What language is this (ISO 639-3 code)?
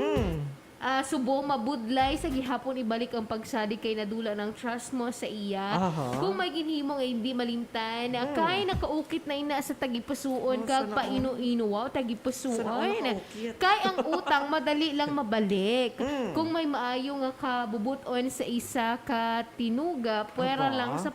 hil